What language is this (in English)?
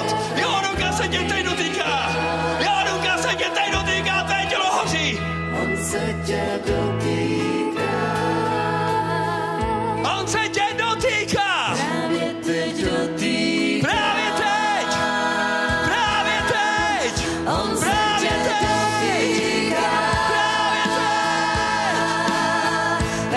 Czech